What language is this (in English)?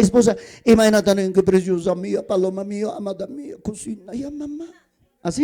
Ayacucho Quechua